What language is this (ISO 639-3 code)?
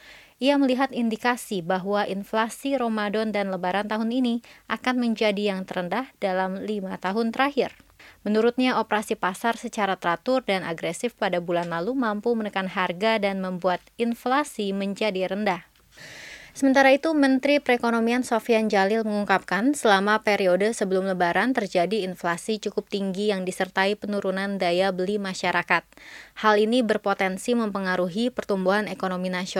ind